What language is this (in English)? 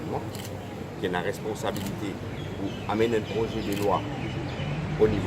Morisyen